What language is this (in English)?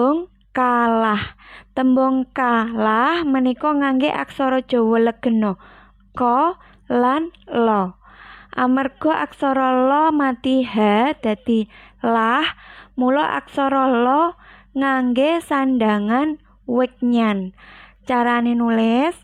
Javanese